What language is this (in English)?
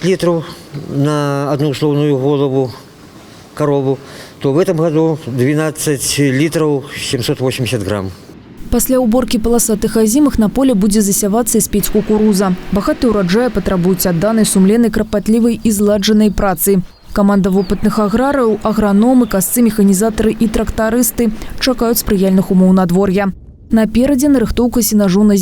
Belarusian